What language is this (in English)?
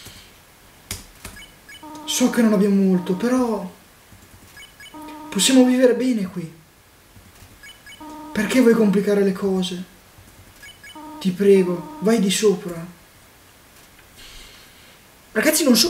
Italian